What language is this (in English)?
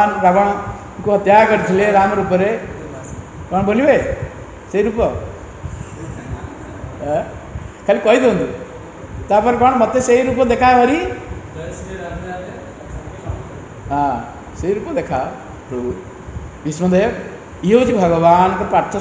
Odia